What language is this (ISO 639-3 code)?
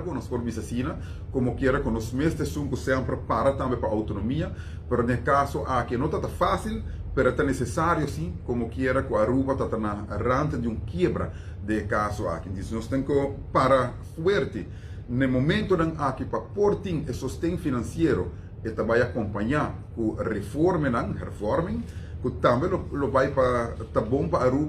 pap